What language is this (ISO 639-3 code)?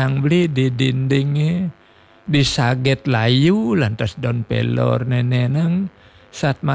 ban